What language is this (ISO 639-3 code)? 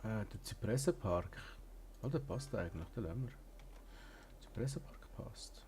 gsw